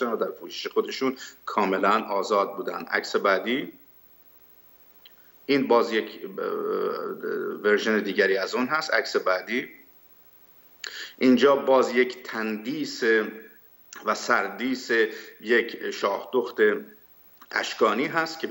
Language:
Persian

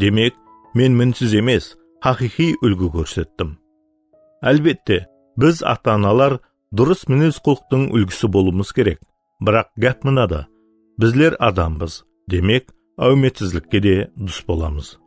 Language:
Kara-Kalpak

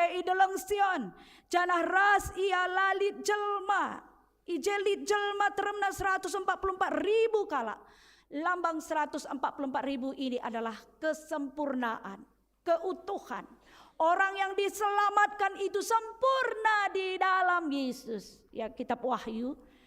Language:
Batak Karo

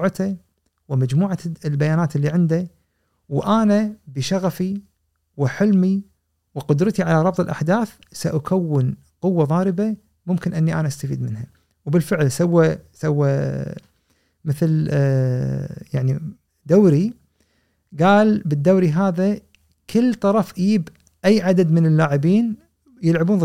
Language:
Gulf Arabic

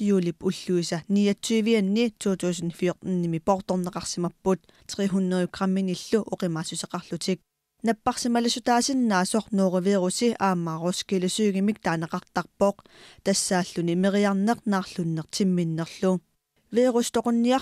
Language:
Kalaallisut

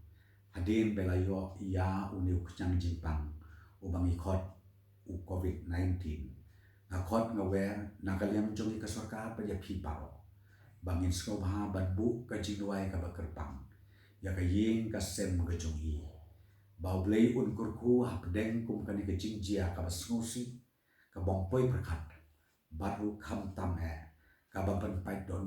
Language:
Khasi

